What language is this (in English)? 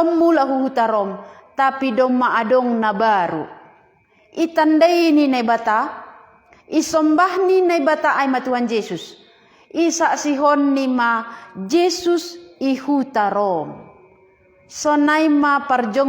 Batak Simalungun